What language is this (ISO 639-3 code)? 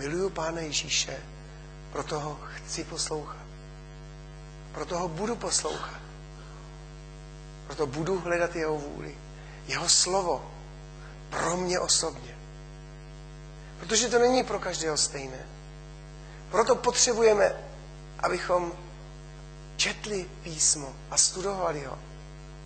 ces